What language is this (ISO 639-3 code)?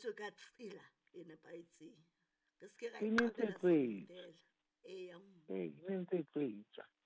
sot